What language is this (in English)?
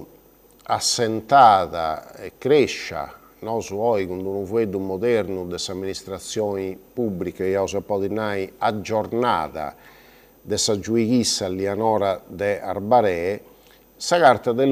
Sardinian